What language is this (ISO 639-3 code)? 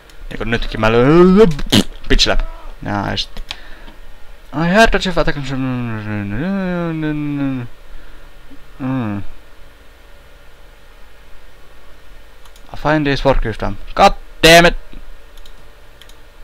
fin